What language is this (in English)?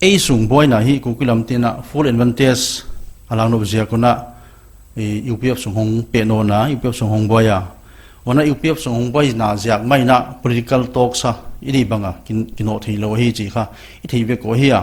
Paite Chin